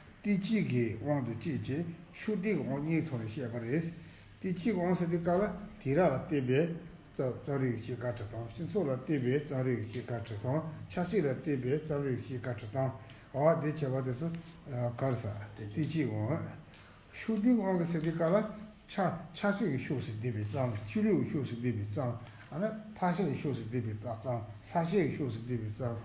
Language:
Tibetan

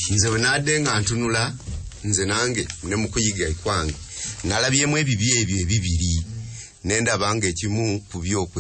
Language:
Ganda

